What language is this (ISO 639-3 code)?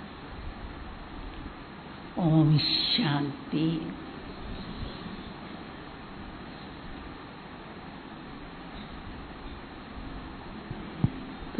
hin